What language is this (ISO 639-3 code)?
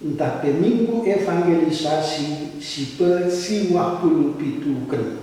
btx